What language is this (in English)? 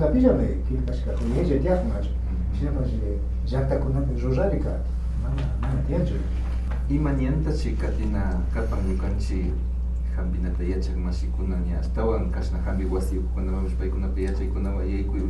Imbabura Highland Quichua